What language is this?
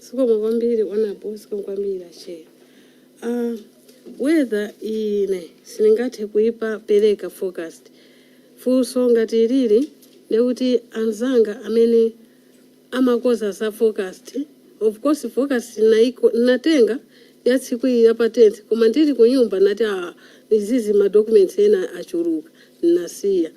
Nyanja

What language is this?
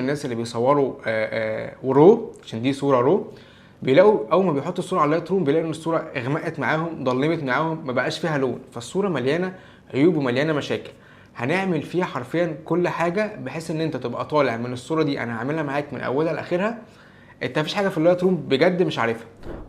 Egyptian Arabic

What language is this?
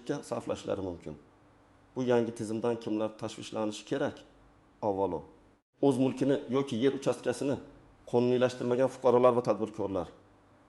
Uzbek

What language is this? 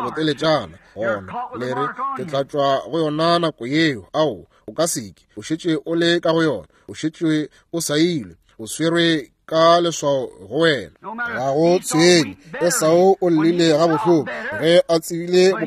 Northern Sotho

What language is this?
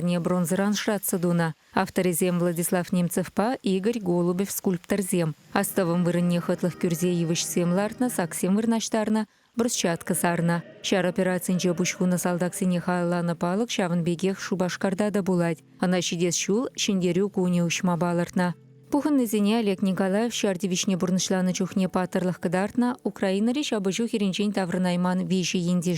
Chuvash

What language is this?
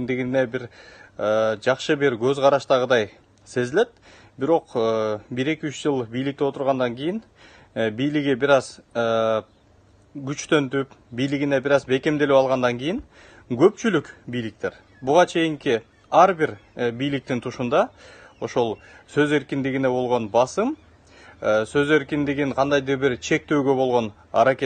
Kyrgyz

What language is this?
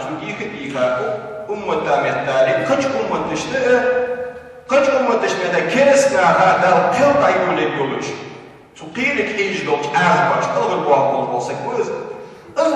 Ingush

